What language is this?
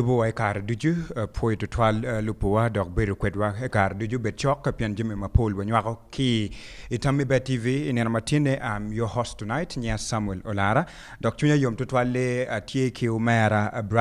Acoli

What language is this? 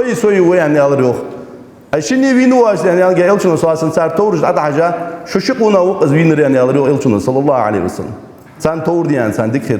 Ingush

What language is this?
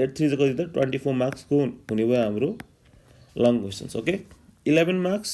Nepali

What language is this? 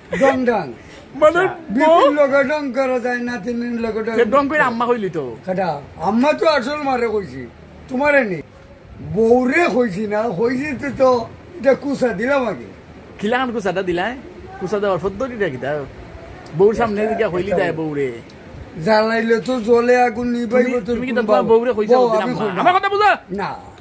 Sylheti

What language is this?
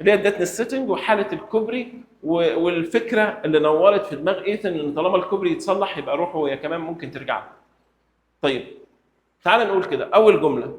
Egyptian Arabic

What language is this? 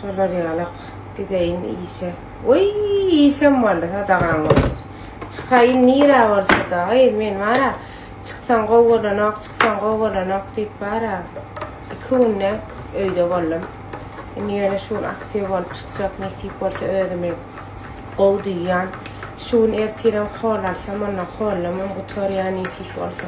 Turkmen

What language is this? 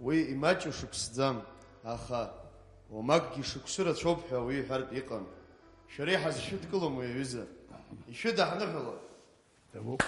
Abkhazian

